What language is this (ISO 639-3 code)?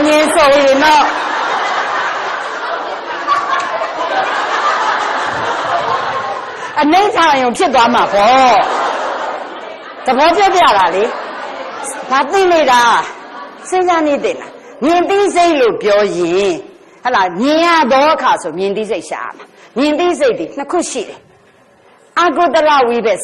mya